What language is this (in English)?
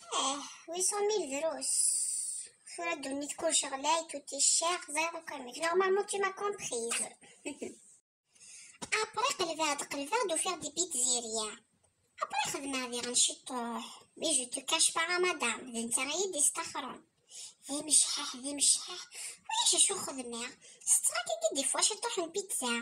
Kabyle